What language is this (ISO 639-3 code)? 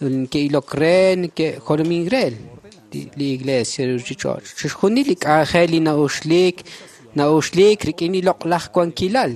kek